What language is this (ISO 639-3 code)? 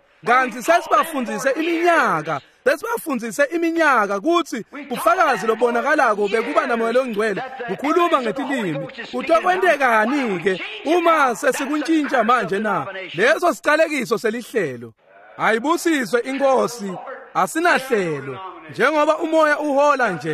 ssw